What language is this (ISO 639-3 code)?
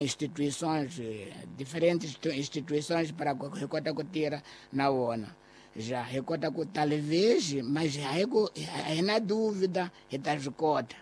tso